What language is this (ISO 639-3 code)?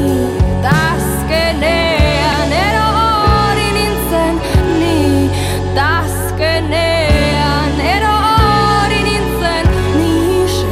eus